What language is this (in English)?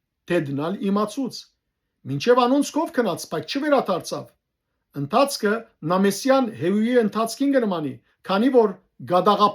Western Armenian